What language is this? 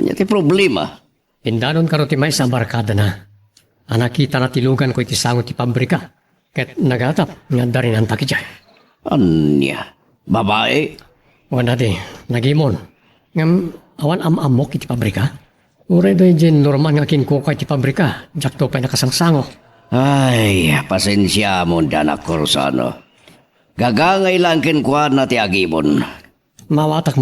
Iloko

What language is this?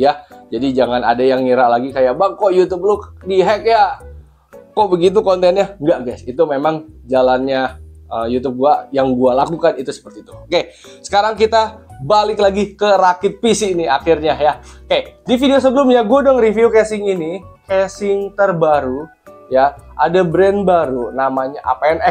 Indonesian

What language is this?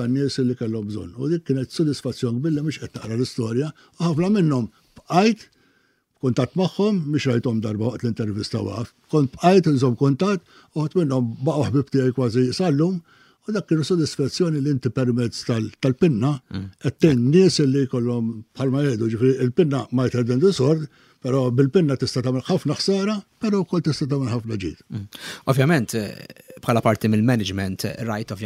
Maltese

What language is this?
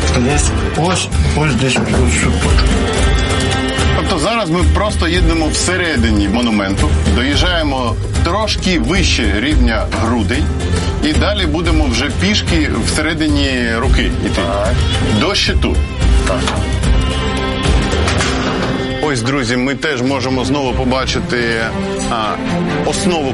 Ukrainian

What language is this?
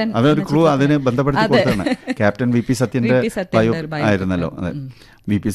Malayalam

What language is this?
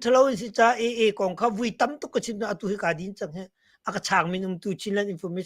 Hakha Chin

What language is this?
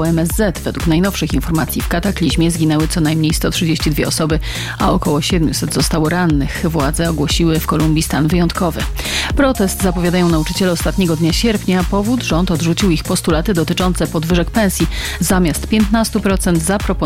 Polish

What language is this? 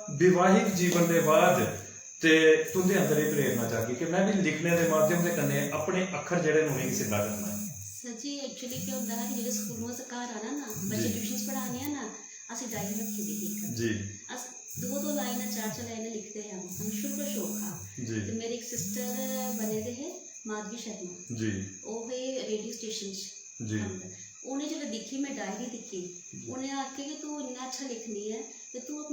Dogri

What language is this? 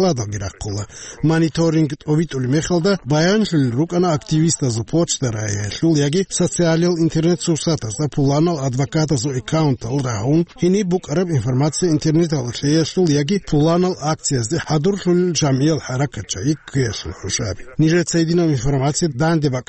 Avaric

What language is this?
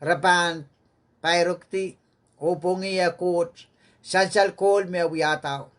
Pohnpeian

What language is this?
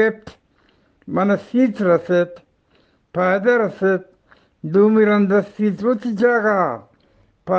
Eastern Balochi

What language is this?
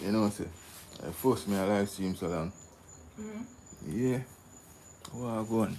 Jamaican Creole English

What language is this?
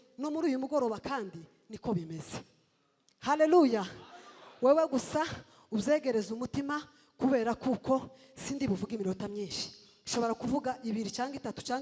Kinyarwanda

